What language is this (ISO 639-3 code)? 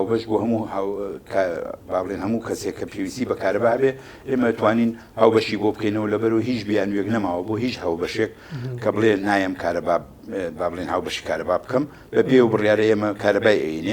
ckb